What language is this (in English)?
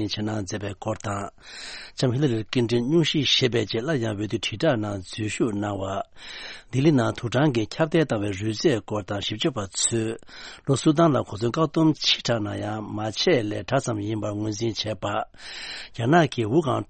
Tibetan